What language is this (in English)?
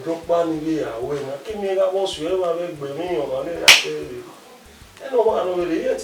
Bini